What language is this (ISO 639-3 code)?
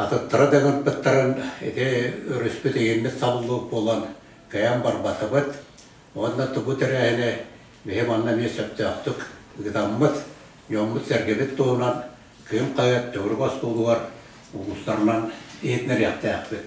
sah